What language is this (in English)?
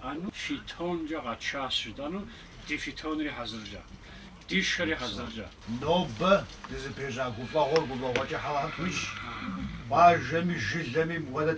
Kabardian